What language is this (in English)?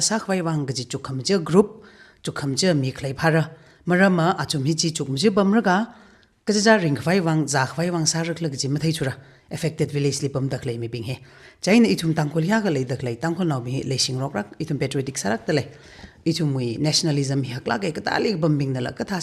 Tangkhul Naga (India)